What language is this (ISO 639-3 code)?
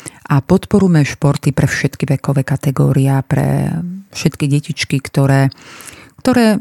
slk